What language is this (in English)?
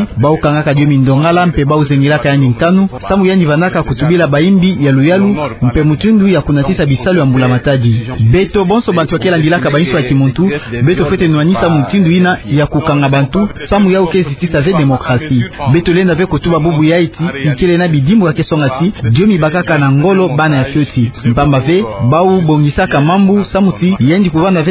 Kituba (Democratic Republic of Congo)